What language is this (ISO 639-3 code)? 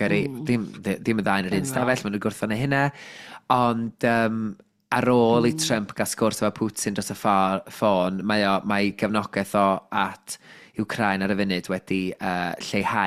cym